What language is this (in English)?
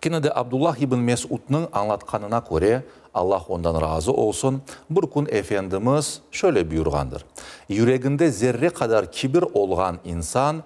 Crimean Tatar